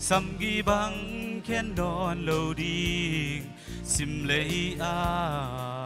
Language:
Tedim Chin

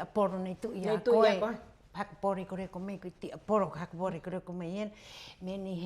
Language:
Rapanui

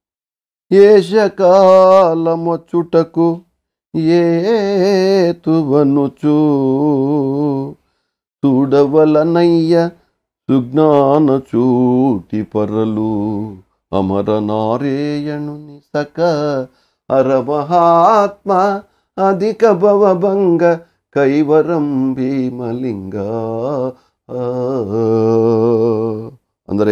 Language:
Kannada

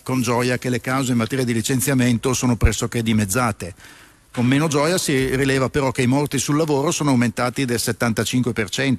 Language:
Italian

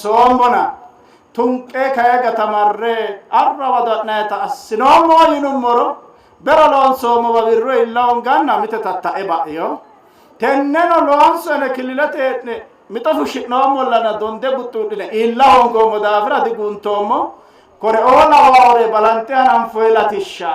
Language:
Sidamo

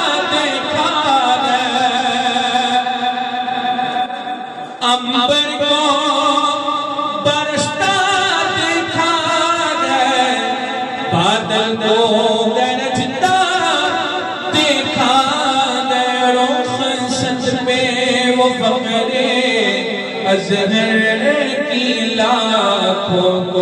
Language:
Urdu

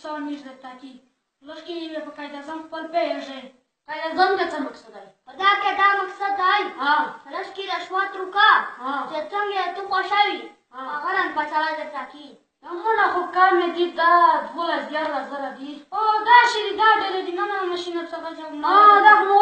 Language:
Pashto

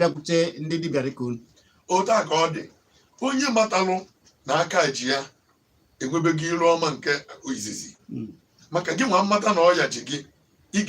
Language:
Igbo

